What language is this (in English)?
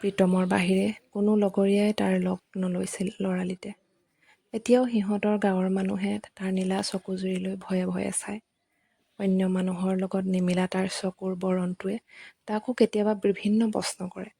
Assamese